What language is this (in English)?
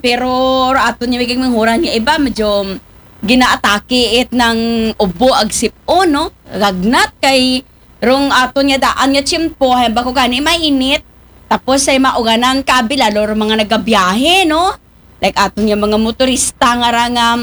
Aklanon